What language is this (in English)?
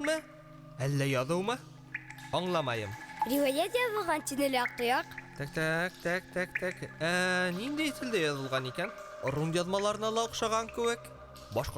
Bashkir